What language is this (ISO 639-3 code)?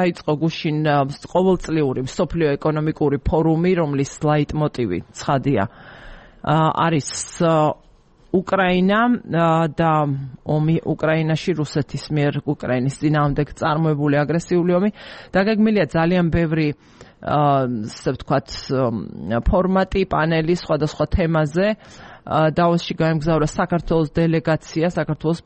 kat